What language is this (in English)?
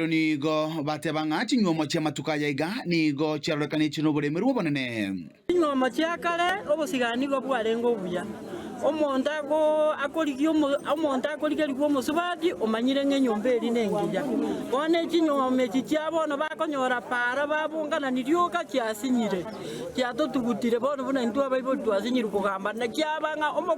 Gusii